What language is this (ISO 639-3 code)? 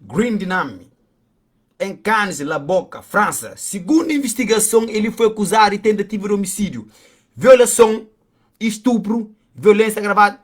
kea